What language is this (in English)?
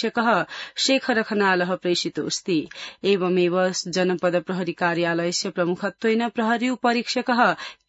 Sanskrit